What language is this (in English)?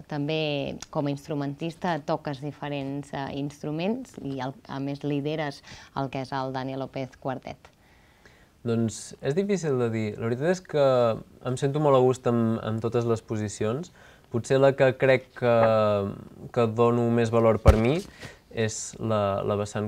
Catalan